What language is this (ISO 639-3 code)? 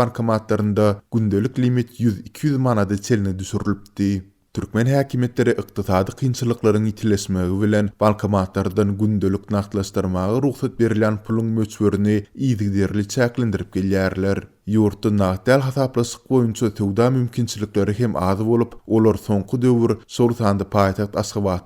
tuk